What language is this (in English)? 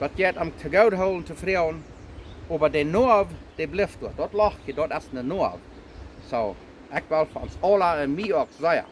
Plautdietsch